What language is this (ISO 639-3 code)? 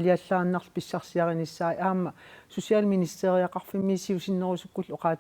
kal